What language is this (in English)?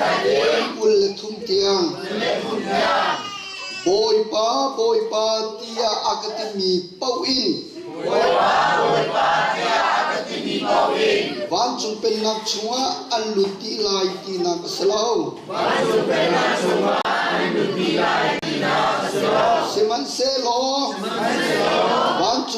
Hakha Chin